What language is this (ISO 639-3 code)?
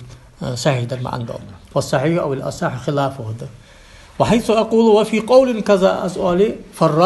inh